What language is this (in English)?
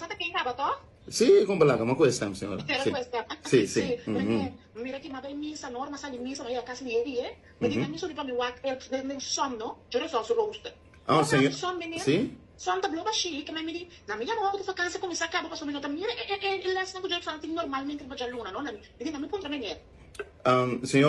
Papiamento